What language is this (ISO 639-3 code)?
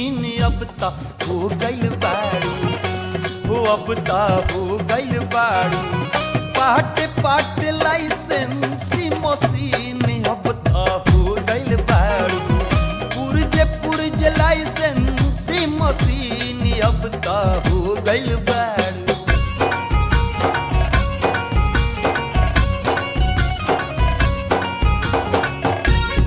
bho